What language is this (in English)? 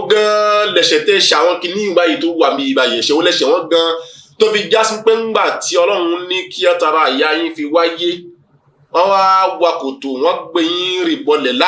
Yoruba